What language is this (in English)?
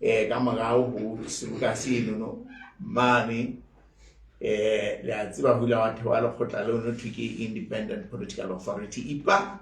Southern Sotho